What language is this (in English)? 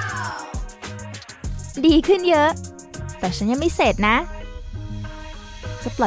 Thai